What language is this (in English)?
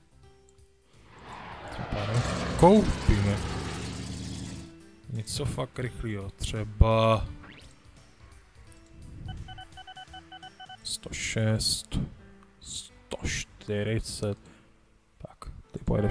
Czech